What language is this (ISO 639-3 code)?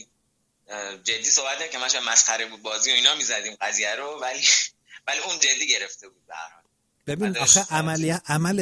fas